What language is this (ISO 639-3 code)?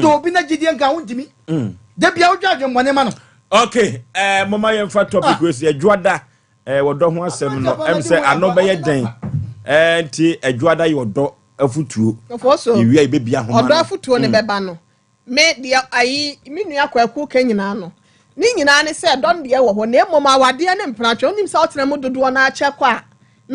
aka